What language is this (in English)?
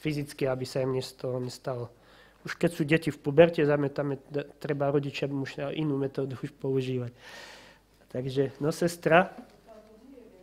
Slovak